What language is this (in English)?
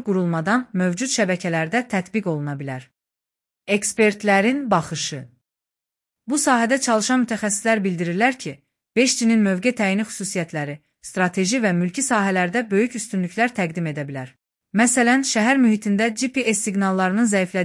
Azerbaijani